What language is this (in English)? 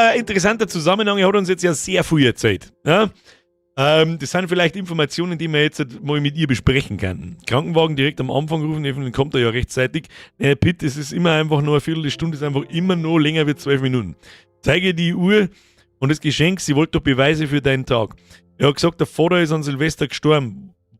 Bavarian